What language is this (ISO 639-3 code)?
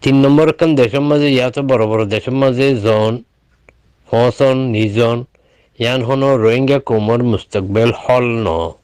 rhg